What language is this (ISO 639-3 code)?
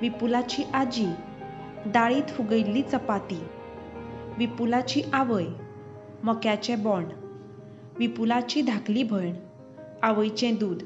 kok